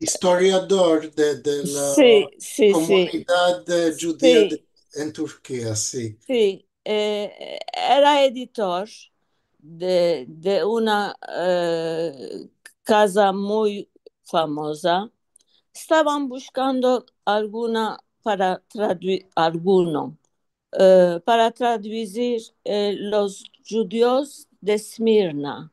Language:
Ladino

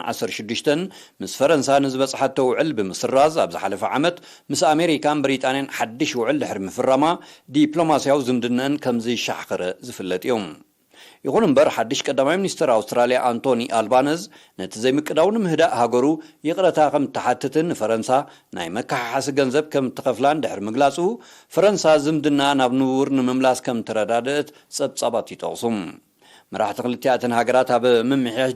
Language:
Tigrinya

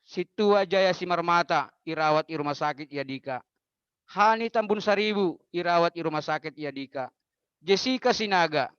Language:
Batak Simalungun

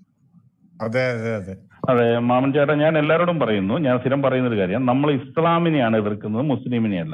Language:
Malayalam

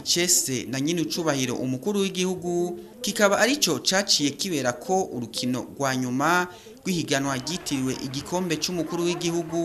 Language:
Rundi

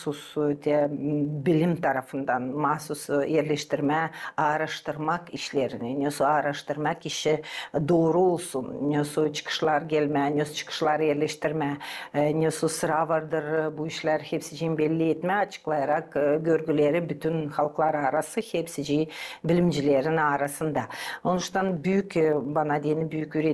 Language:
Gagauz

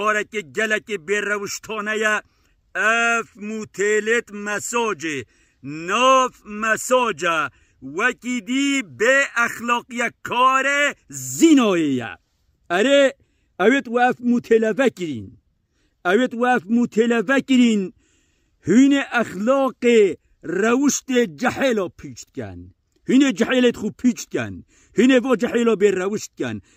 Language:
Kurdish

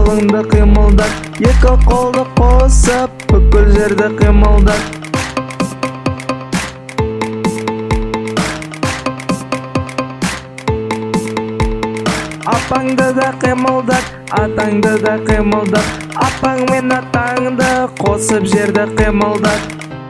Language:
Kazakh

